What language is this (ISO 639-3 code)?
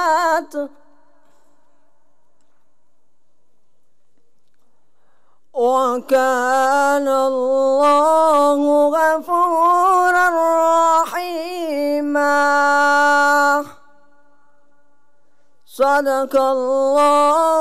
tam